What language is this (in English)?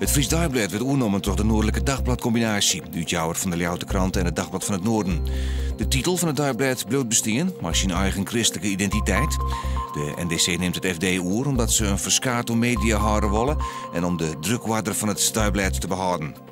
Western Frisian